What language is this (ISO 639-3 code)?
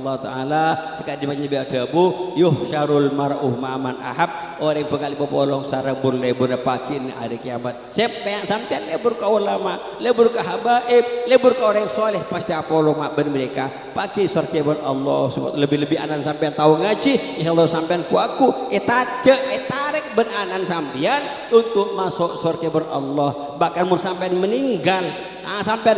mad